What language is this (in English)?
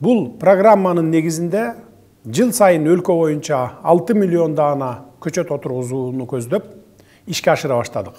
Kyrgyz